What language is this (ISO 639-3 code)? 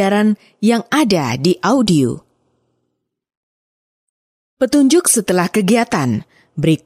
ind